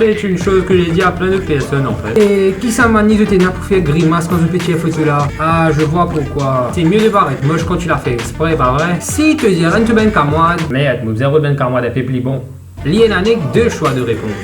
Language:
Morisyen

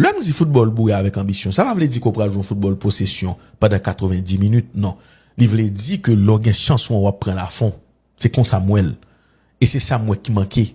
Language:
Haitian Creole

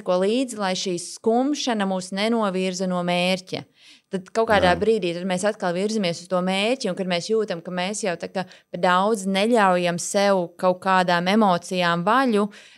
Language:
Latvian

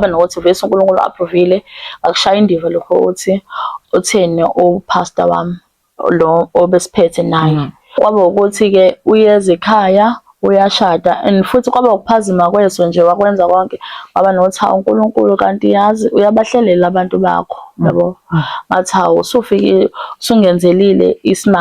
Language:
Zulu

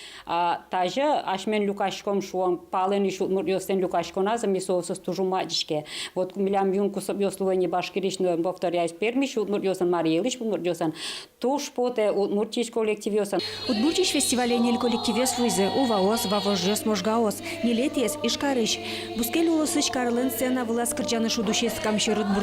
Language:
Udmurt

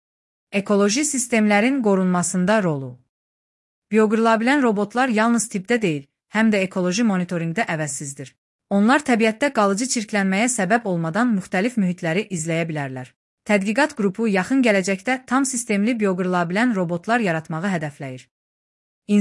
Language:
Azerbaijani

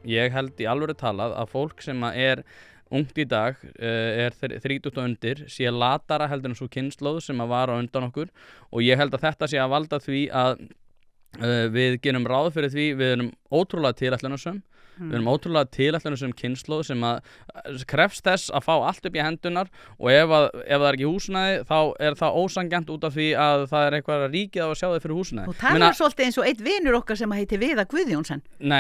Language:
Icelandic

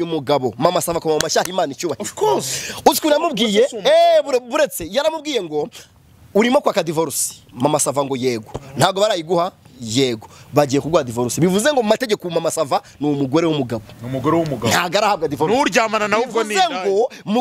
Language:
Kinyarwanda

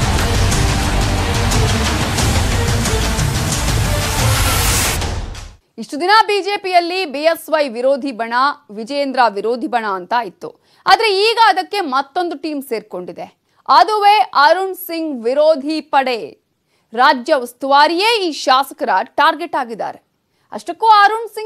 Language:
Kannada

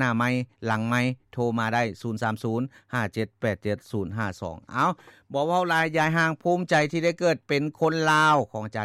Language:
Lao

